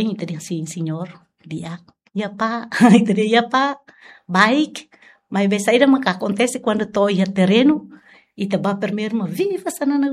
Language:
Tetum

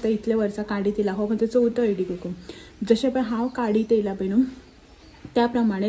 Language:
Konkani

